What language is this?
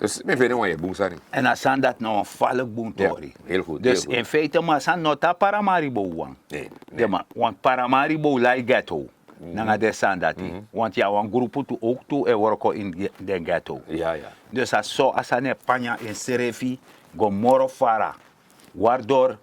Sranan Tongo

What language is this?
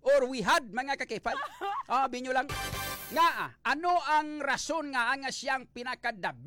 Hiligaynon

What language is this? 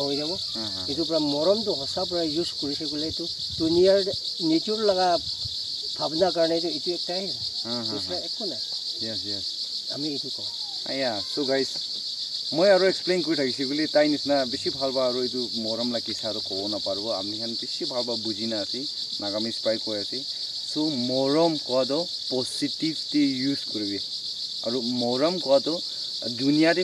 Naga Pidgin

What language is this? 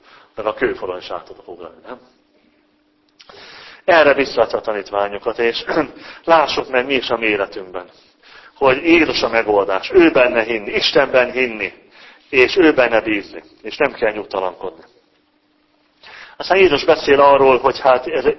Hungarian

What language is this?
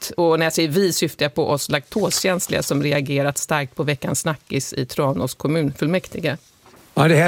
Swedish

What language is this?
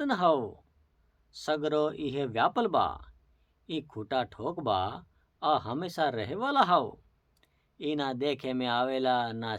Bhojpuri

